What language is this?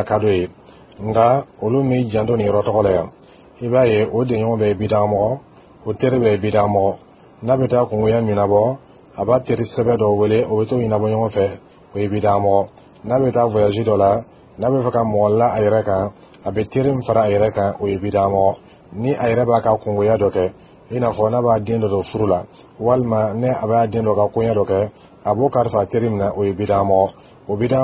Dyula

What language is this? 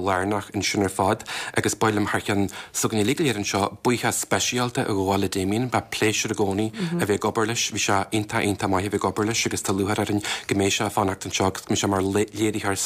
Irish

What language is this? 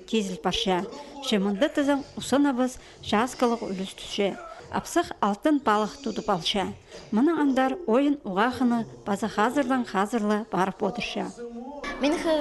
Khakas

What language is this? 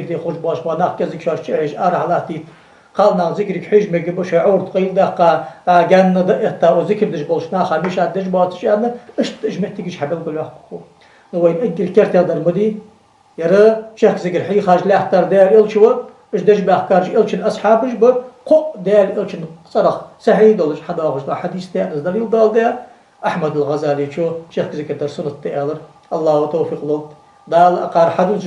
Ingush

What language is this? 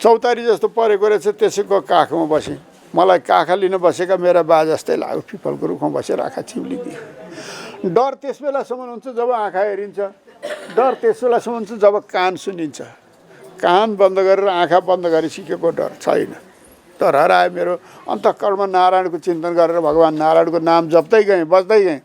Nepali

